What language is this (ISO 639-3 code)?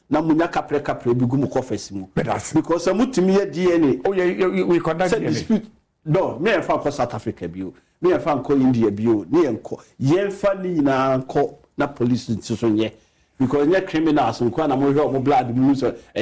aka